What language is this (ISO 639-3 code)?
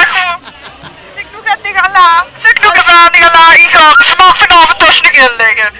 lim